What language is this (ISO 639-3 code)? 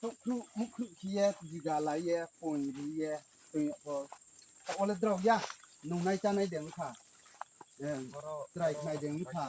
ria